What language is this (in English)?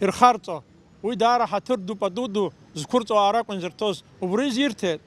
Abkhazian